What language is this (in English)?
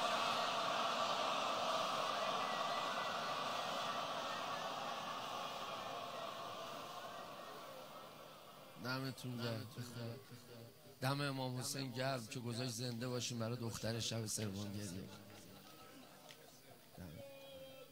Persian